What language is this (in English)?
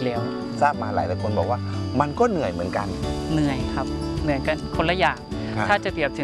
Thai